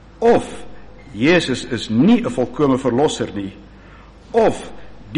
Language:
Afrikaans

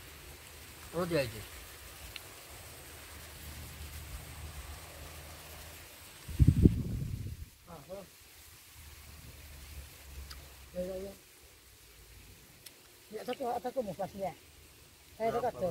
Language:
Turkish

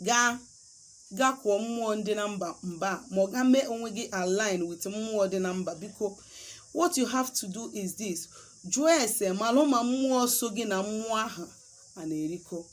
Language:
Igbo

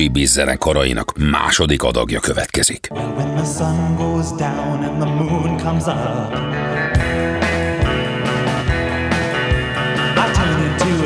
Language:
Hungarian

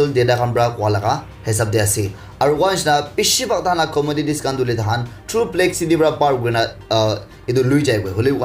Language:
Naga Pidgin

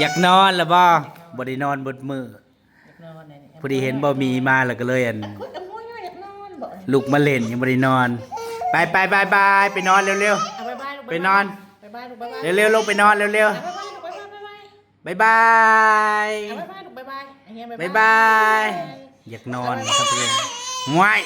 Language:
Northeastern Thai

